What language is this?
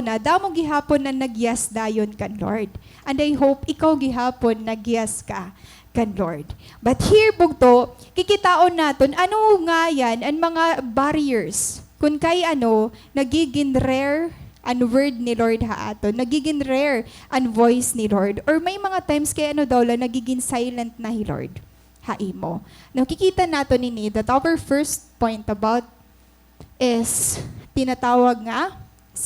Waray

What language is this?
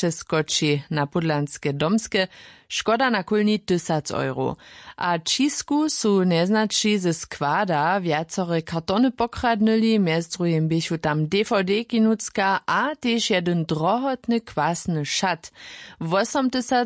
Upper Sorbian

